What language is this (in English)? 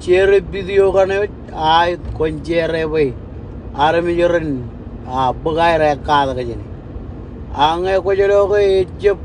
Marshallese